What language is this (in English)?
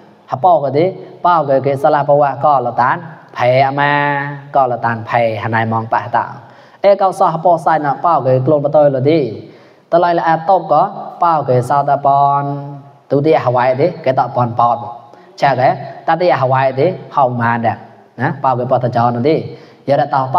Mon